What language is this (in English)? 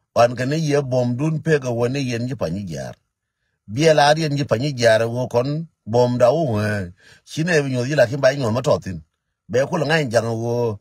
Nuer